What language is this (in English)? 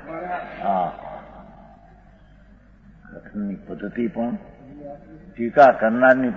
Gujarati